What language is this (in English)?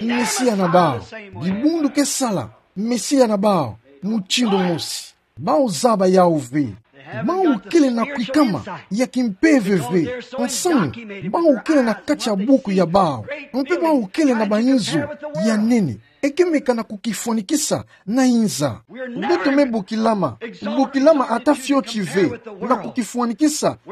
Kituba (Democratic Republic of Congo)